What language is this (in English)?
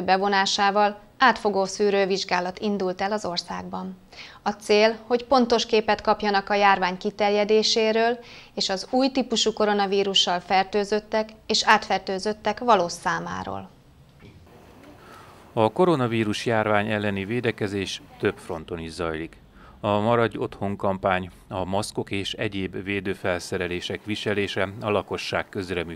Hungarian